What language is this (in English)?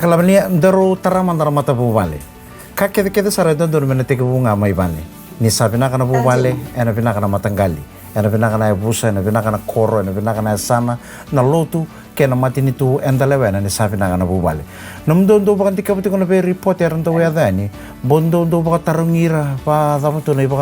Fijian